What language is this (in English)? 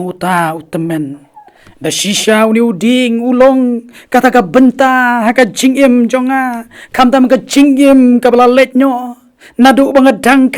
Khasi